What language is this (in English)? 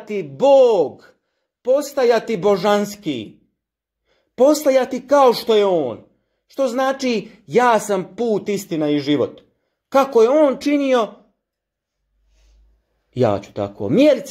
Croatian